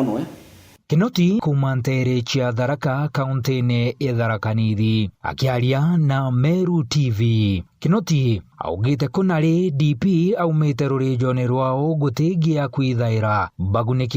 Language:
Meru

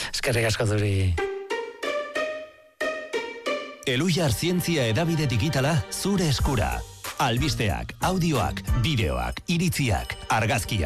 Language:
Basque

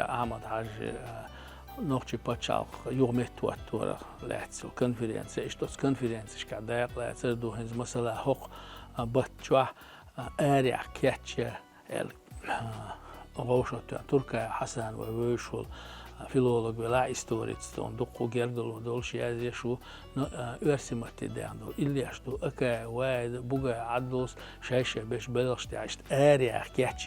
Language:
Chechen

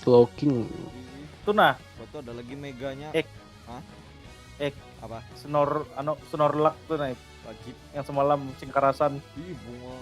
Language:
Banjar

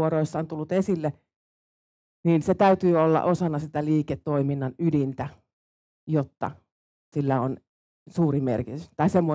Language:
Finnish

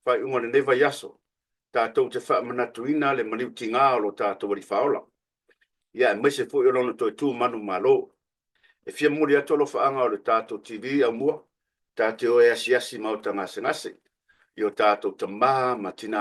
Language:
Samoan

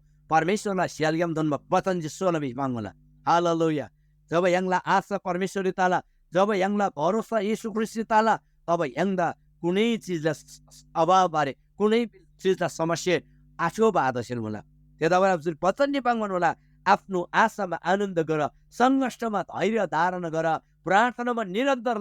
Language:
Eastern Tamang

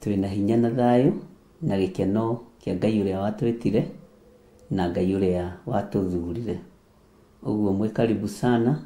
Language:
Kikuyu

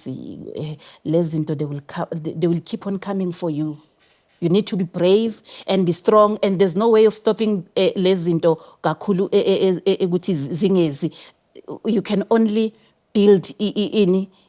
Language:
Zulu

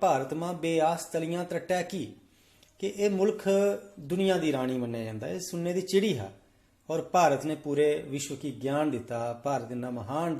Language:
Dogri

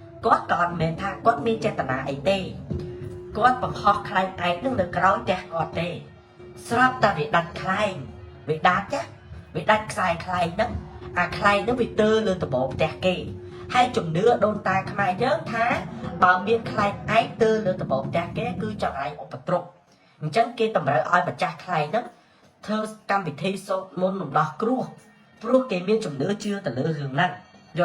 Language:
Khmer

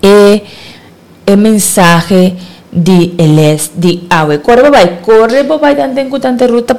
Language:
Papiamento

